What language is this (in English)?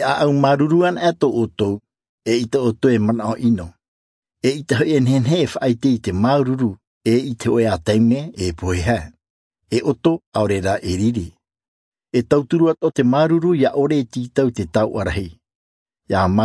Tahitian